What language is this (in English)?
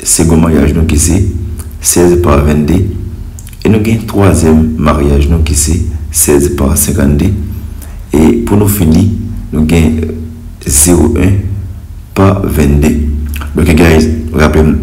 Haitian Creole